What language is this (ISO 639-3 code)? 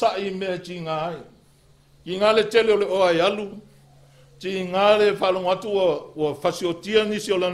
smo